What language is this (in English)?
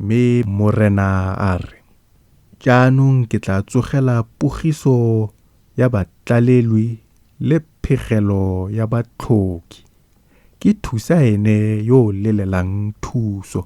Tswana